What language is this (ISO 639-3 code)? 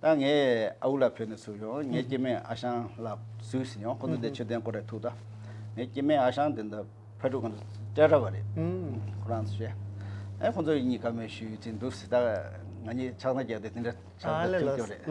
bod